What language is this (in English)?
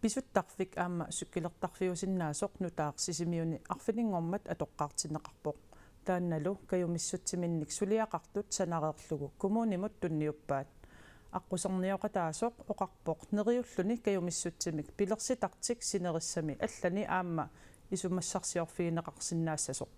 Kalaallisut